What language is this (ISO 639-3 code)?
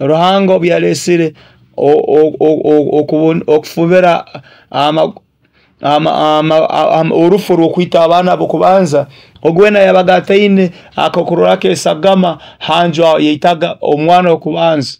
nyo